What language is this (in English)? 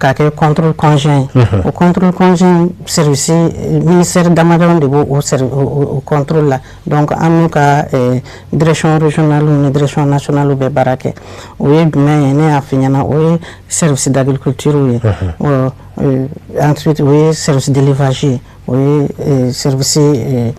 Bambara